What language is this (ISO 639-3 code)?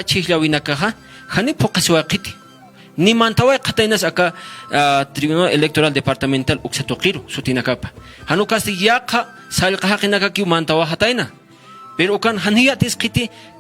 aym